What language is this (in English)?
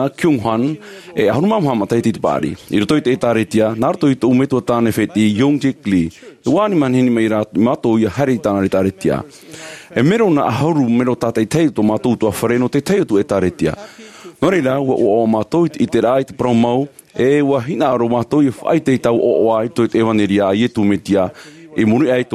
Tahitian